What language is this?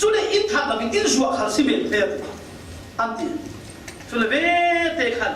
Falam Chin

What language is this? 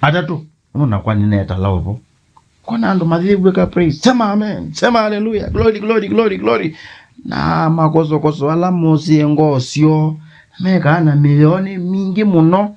Kamba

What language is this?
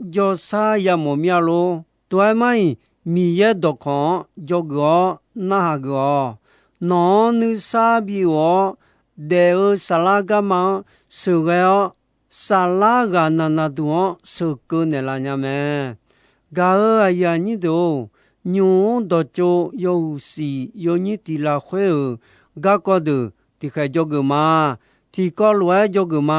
Akha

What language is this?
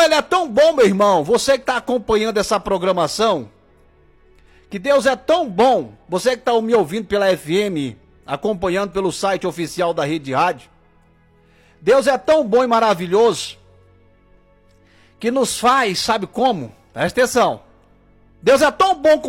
Portuguese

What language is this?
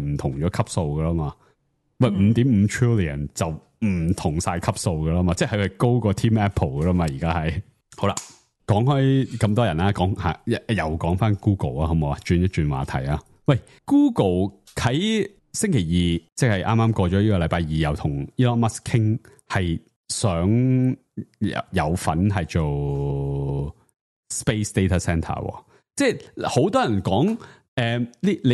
Cantonese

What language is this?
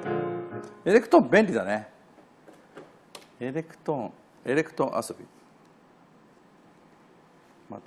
Japanese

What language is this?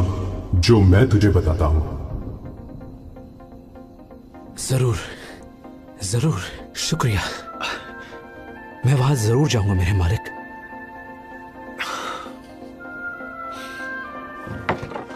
Hindi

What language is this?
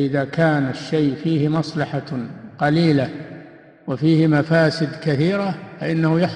Arabic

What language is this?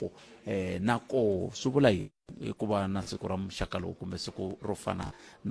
Tsonga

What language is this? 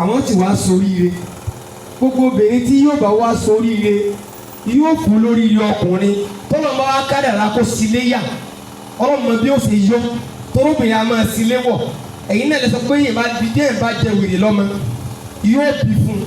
Yoruba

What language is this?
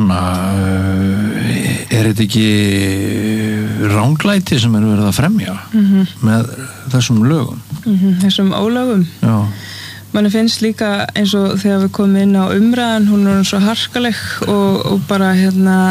Icelandic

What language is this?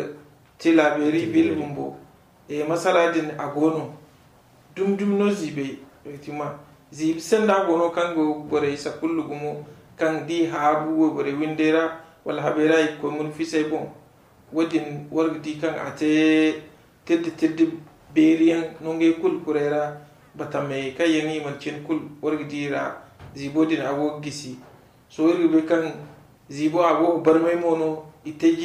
Zarma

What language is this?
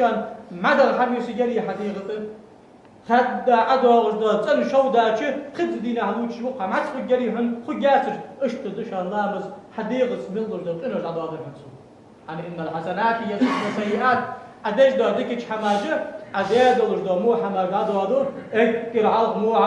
Ingush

